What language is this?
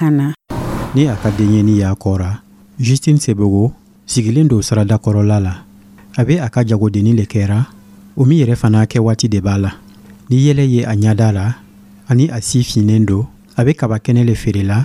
Dyula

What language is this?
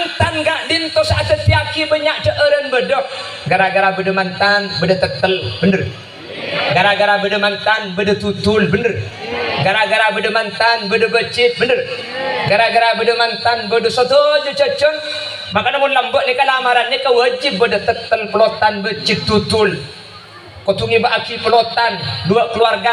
Madurese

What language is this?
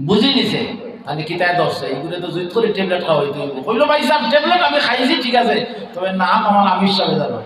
Sylheti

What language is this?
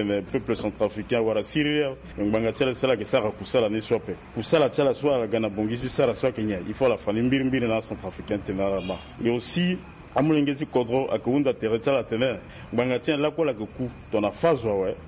Sango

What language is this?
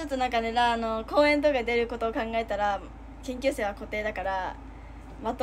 Japanese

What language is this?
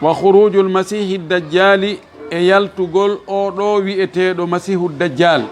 Fula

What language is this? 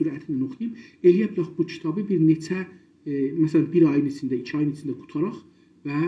South Azerbaijani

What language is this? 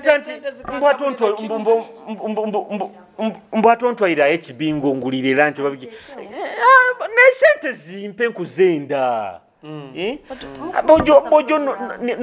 Nyoro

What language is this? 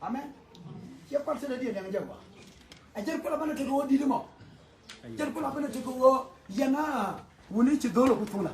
Nuer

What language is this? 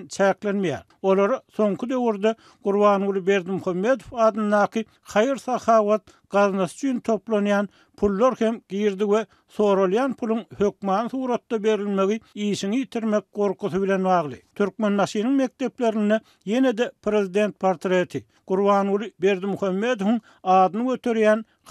Turkmen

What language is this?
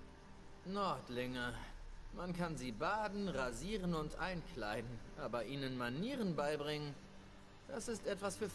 German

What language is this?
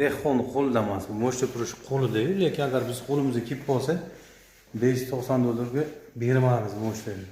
Uzbek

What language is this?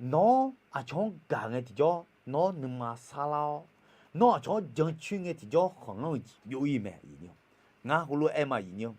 Akha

